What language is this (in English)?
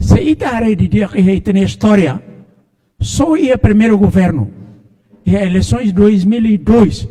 Tetum